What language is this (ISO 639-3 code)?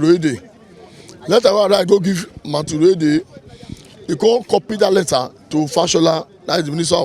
pcm